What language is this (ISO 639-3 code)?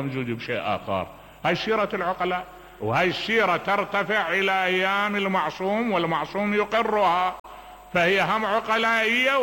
acm